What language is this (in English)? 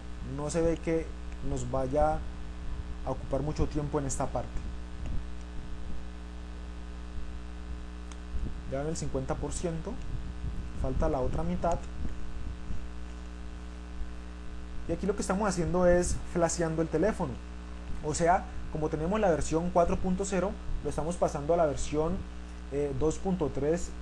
Spanish